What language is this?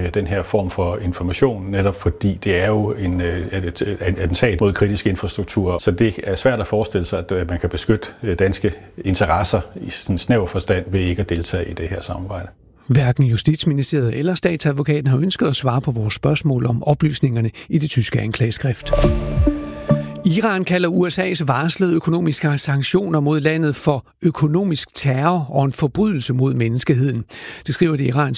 Danish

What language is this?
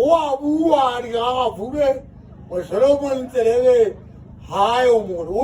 Southern Sotho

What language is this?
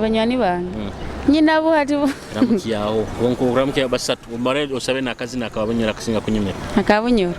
Nyoro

